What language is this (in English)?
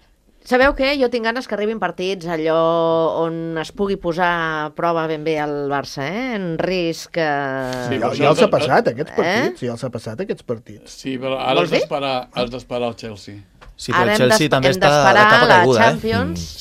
Catalan